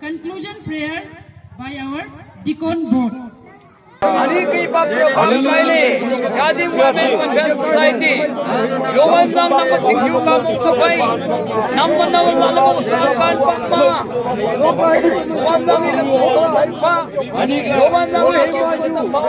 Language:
Wancho Naga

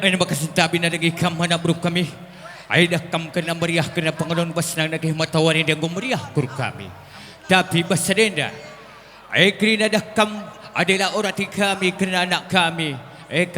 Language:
Batak Karo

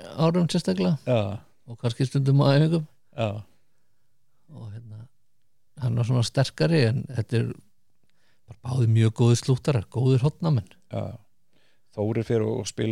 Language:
Icelandic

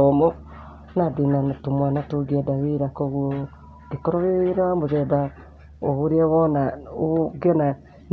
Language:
Kikuyu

